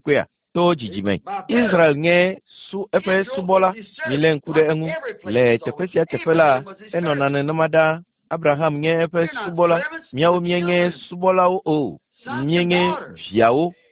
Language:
Ewe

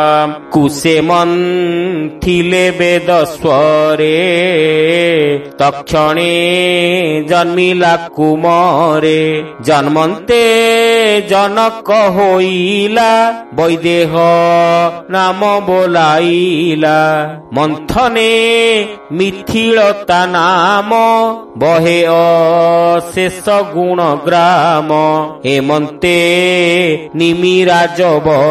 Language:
Odia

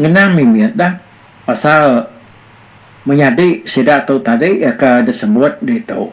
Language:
Iban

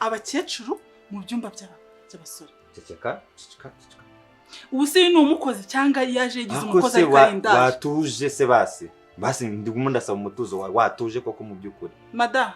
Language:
Kinyarwanda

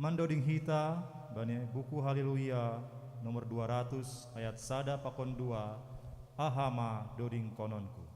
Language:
Batak Simalungun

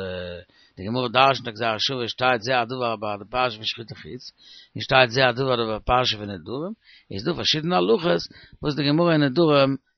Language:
Yiddish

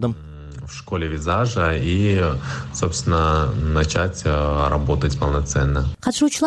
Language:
Kyrgyz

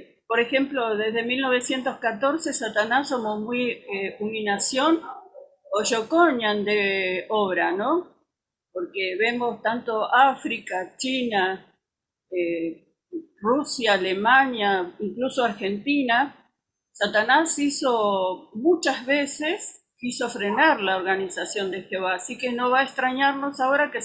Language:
Guarani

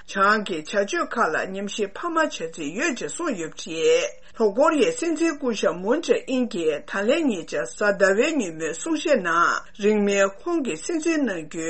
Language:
Tibetan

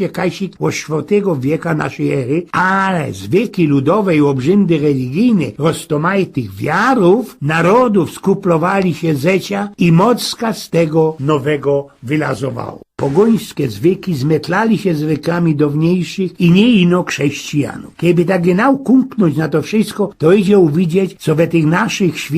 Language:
Silesian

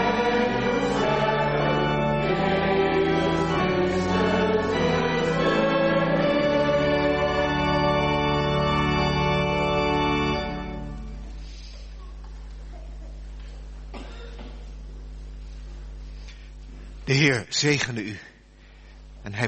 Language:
Dutch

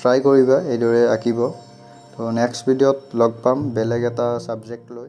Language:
Assamese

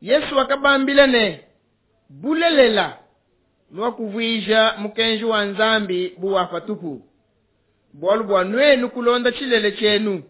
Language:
Luba-Lulua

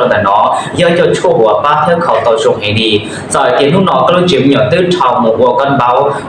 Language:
Hmong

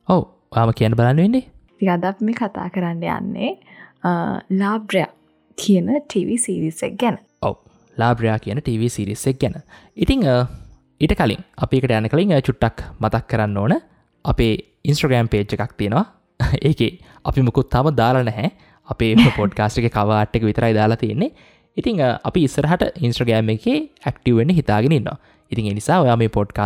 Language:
Sinhala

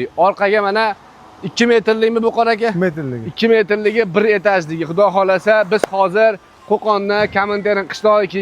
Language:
Uzbek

